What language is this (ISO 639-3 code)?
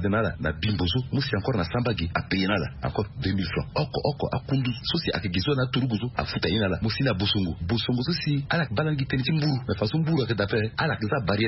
sag